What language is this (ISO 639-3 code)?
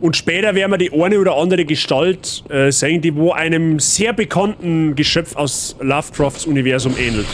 bar